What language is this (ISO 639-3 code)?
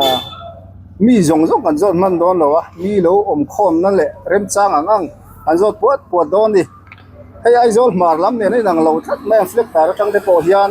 lus